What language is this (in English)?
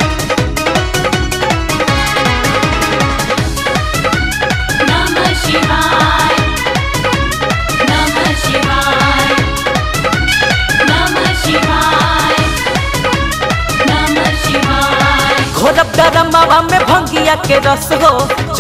Bhojpuri